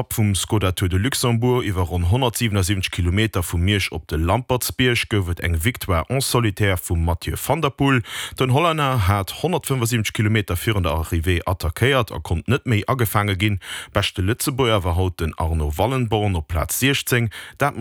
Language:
Luxembourgish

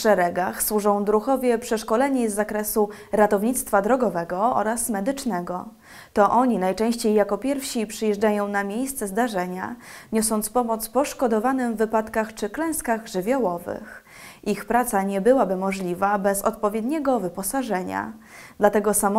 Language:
Polish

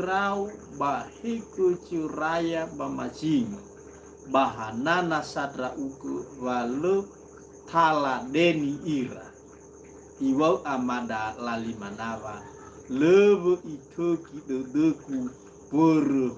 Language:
Nias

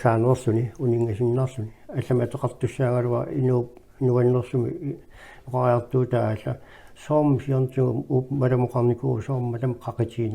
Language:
Kalaallisut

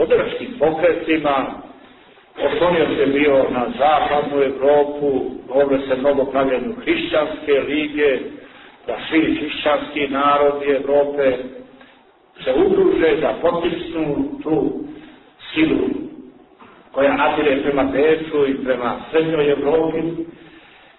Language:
Serbian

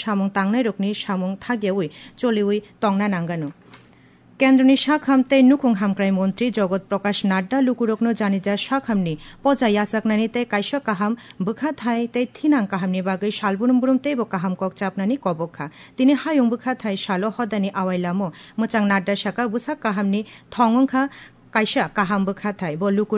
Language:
Kok Borok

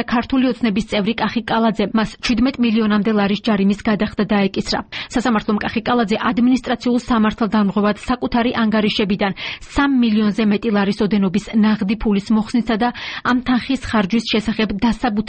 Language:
Georgian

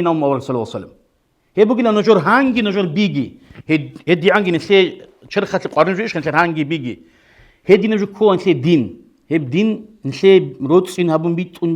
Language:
Avaric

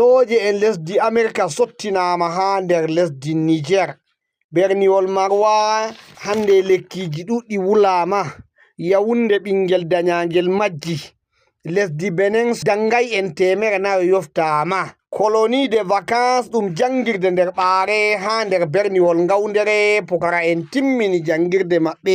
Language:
Fula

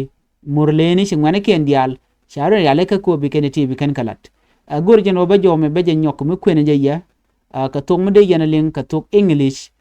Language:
Nuer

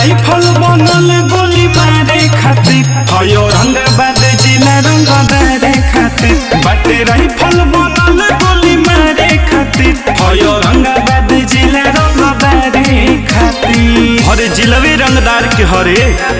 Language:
Bhojpuri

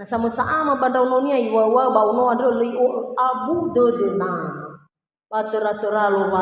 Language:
Nias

